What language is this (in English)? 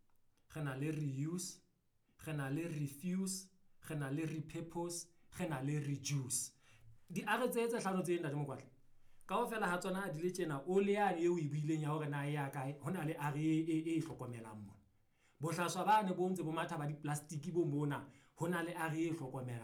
Southern Sotho